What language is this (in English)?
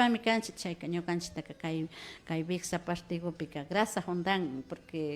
Imbabura Highland Quichua